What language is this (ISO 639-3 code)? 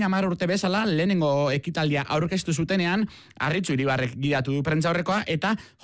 eus